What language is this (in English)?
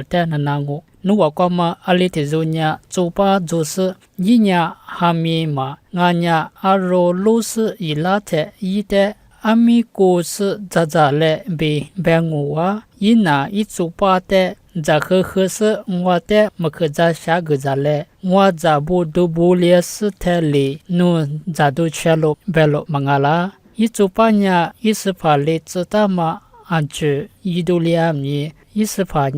Lisu